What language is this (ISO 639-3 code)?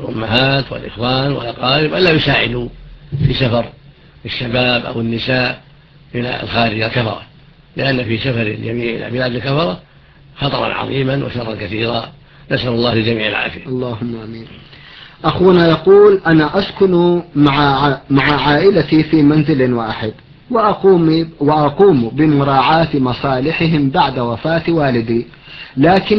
ara